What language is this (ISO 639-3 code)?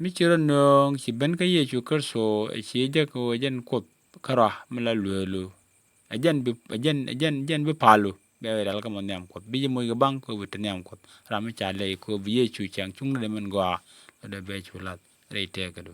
nus